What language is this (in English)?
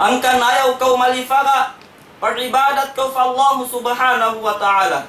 Tausug